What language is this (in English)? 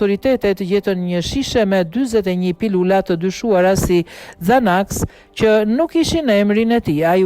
Albanian